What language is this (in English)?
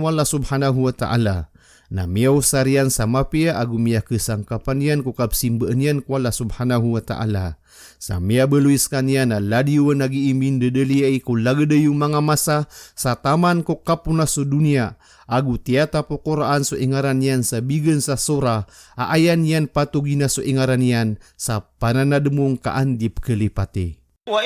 Maranao